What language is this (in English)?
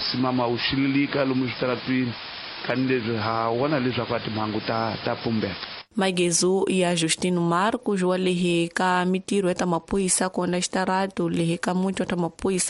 Tsonga